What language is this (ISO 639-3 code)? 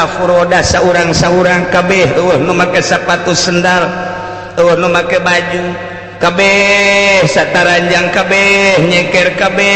sun